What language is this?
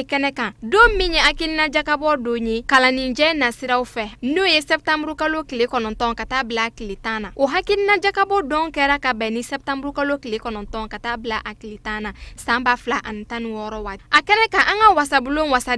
Bambara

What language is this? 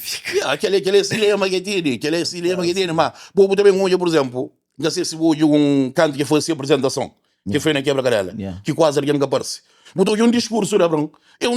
Kabuverdianu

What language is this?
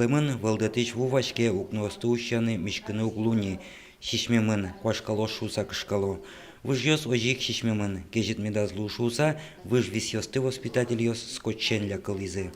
Udmurt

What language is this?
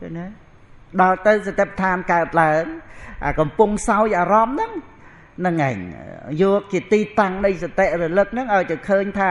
Khmer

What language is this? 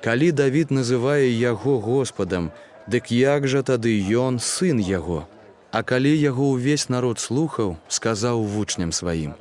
Belarusian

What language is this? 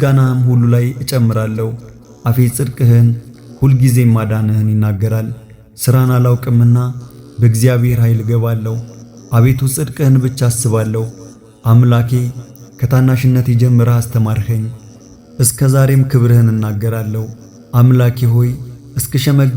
Amharic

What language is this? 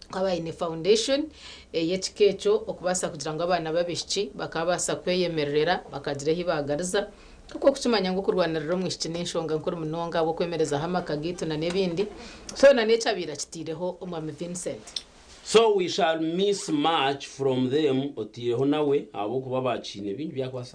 Nyankole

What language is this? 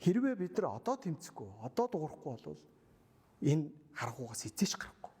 Mongolian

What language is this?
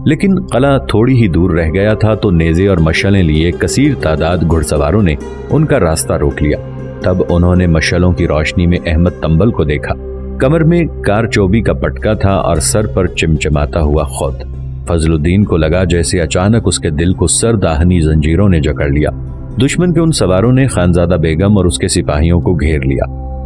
Urdu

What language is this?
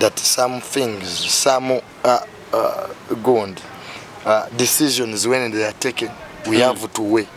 Ganda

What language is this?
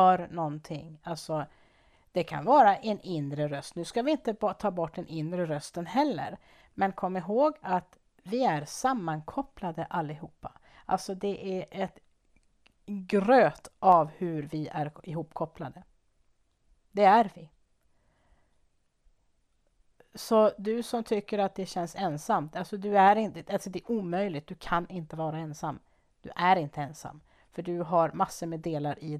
Swedish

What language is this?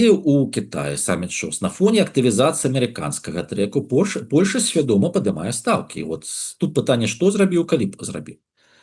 Belarusian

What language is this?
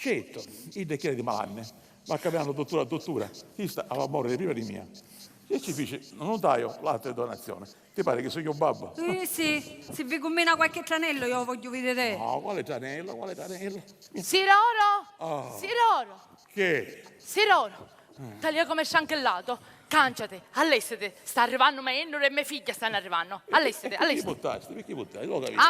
Sicilian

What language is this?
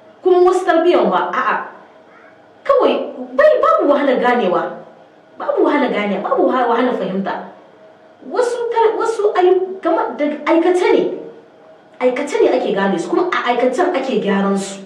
Hausa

